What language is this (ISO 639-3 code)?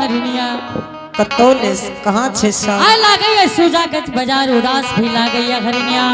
anp